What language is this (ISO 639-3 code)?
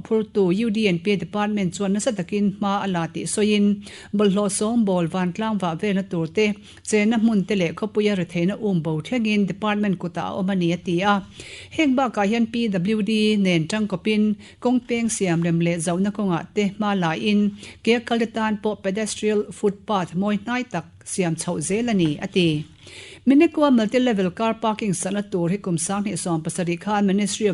lus